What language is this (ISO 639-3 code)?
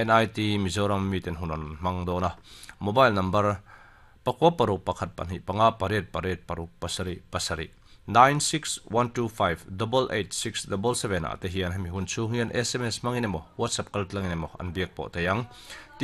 lus